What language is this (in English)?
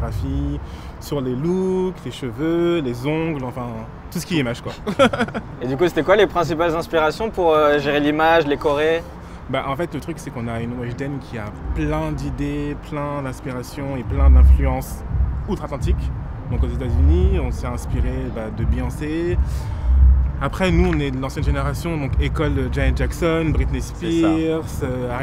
French